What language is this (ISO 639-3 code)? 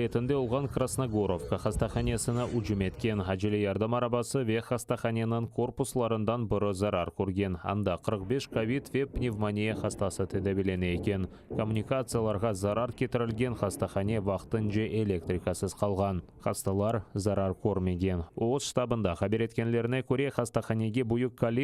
crh